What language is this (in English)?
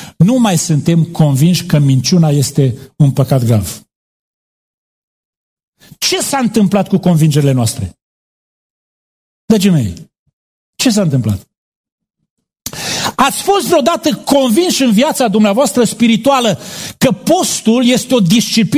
Romanian